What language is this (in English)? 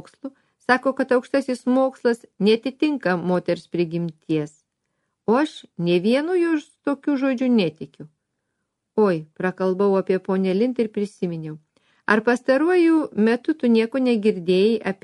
Lithuanian